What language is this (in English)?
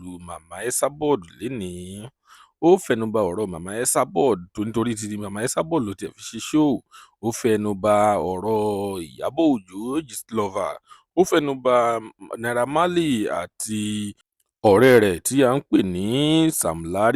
Yoruba